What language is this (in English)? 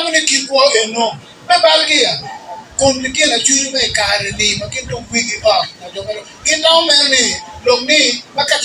Acoli